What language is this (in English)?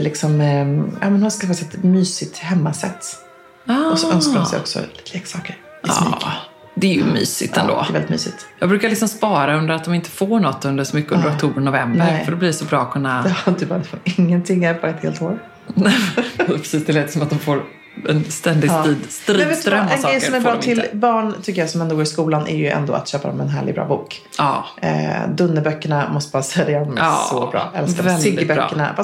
Swedish